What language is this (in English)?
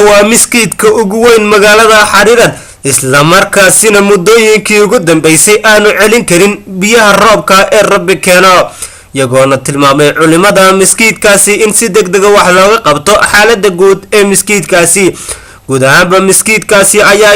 Somali